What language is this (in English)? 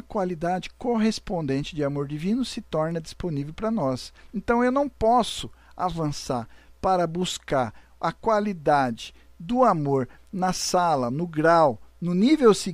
Portuguese